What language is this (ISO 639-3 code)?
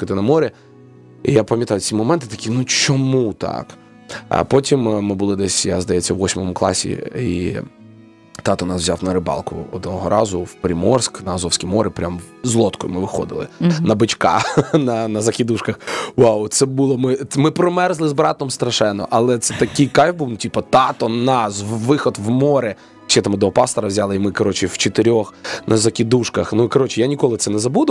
ukr